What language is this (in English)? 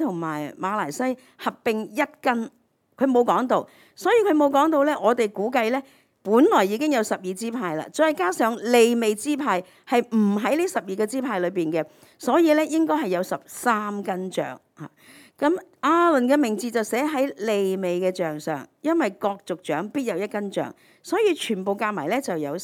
Cantonese